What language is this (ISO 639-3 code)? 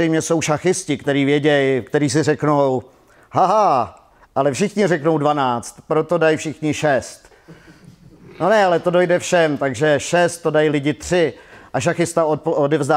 ces